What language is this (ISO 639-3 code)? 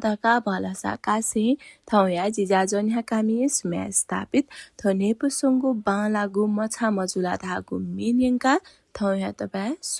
new